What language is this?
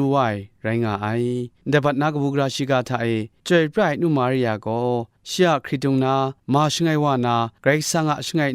Kachin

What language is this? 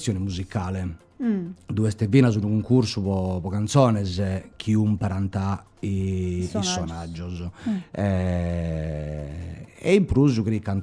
Sardinian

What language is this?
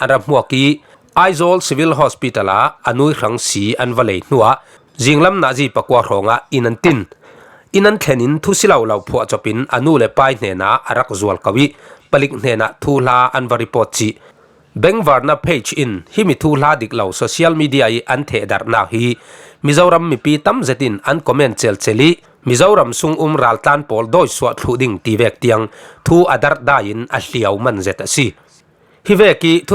Falam Chin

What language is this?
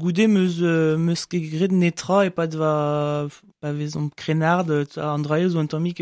Breton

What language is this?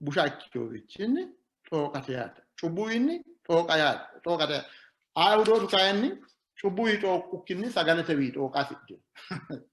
Sidamo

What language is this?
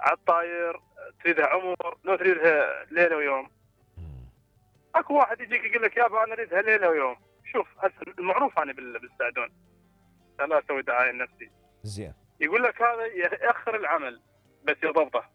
Mesopotamian Arabic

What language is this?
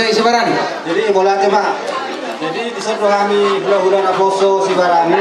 Batak Toba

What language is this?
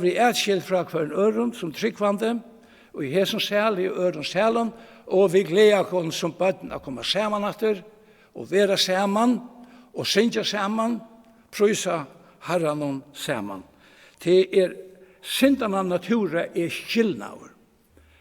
Faroese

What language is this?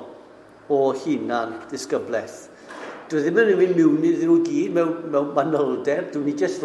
Welsh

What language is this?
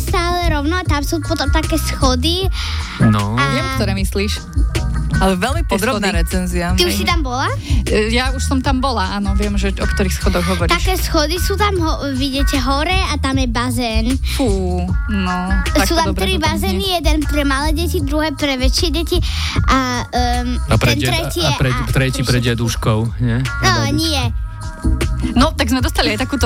Slovak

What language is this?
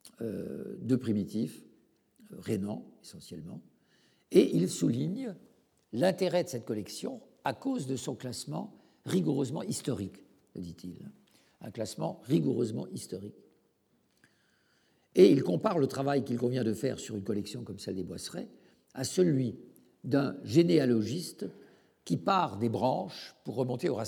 French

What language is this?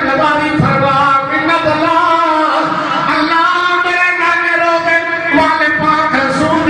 Saraiki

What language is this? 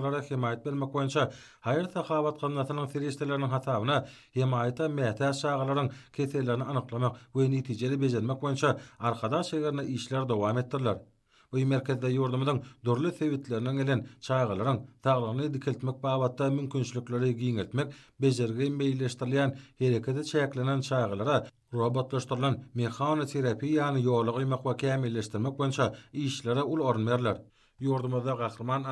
Turkmen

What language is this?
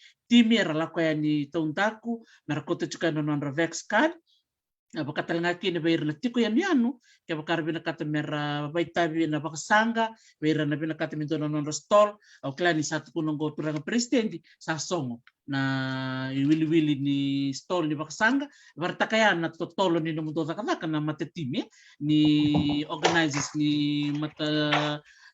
Fijian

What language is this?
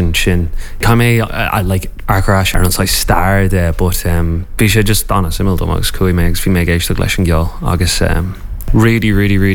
Irish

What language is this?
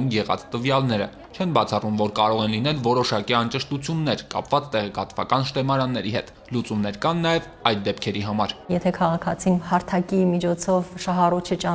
Armenian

